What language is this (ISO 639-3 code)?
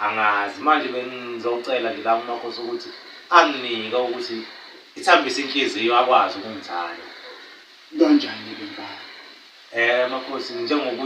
zul